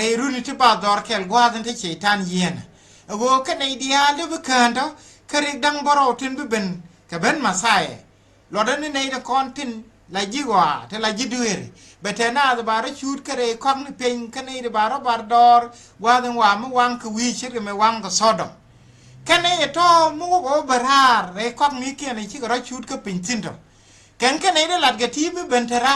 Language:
Nuer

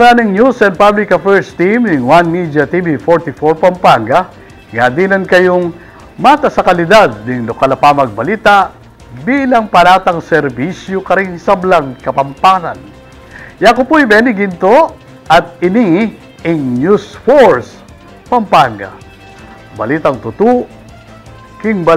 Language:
Pampanga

